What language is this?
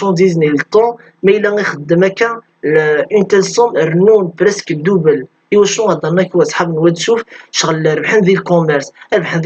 Kabyle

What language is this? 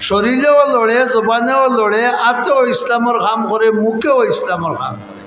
Sylheti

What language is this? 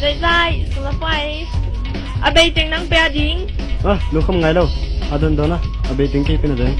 Tedim Chin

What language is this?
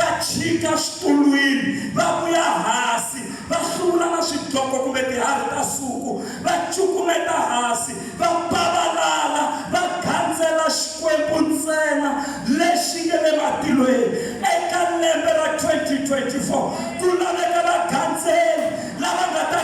Tsonga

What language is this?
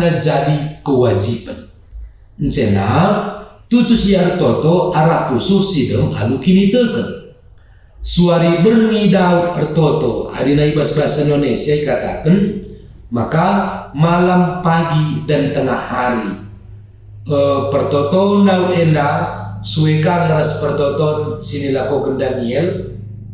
Batak Karo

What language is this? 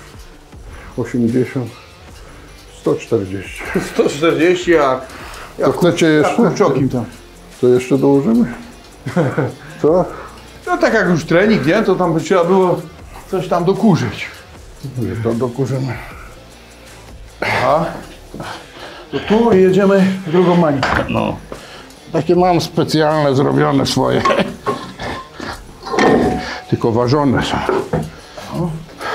Polish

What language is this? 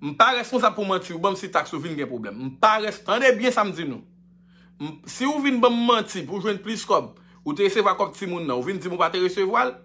Haitian Creole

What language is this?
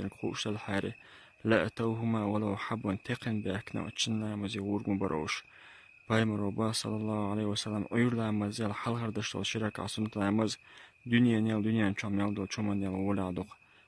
Chechen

